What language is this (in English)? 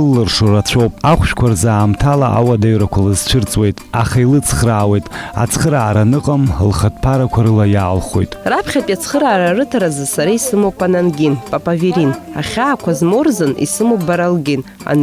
Abkhazian